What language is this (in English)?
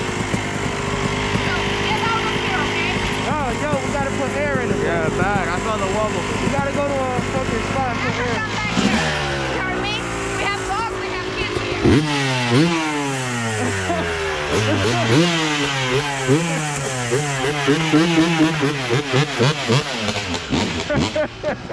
English